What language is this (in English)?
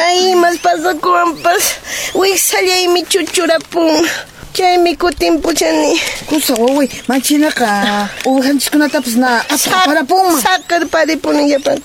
Quechua